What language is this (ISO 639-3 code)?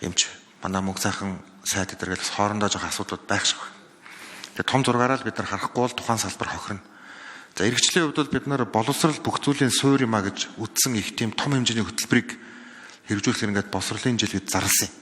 mon